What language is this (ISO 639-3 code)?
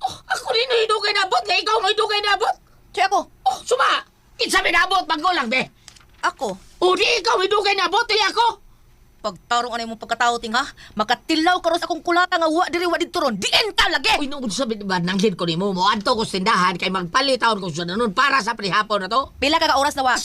ceb